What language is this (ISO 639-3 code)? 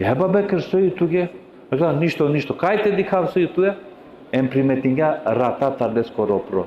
rmn